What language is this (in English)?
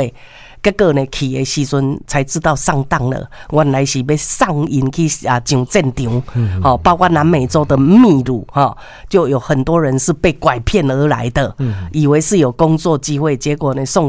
Min Nan Chinese